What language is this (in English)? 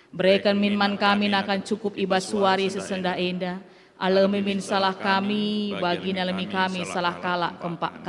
Batak Karo